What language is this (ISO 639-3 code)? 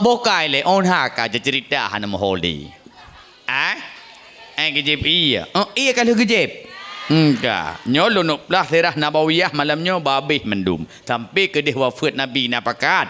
ace